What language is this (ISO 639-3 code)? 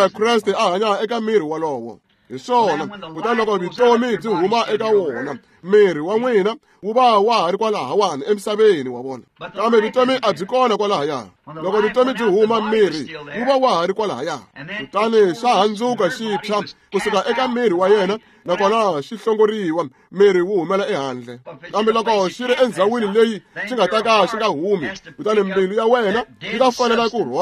tso